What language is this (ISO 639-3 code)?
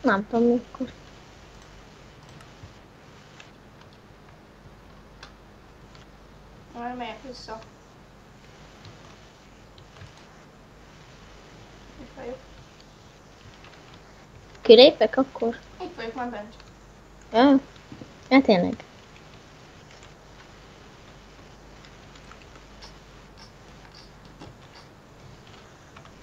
hun